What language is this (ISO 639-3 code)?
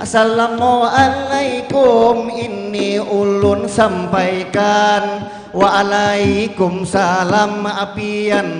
bjn